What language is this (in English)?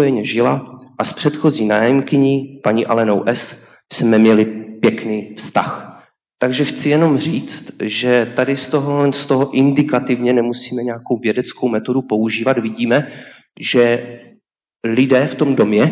Czech